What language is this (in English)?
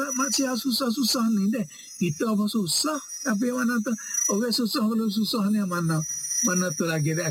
Malay